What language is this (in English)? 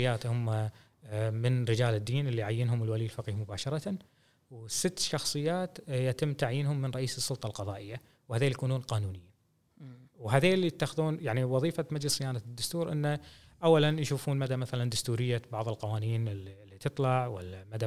Gulf Arabic